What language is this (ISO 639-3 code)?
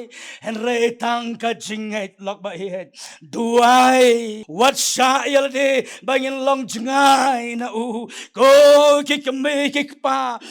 kha